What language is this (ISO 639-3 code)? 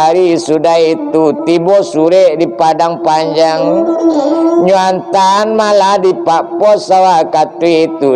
min